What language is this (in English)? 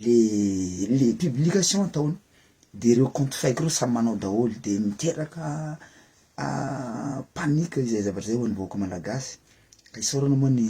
Malagasy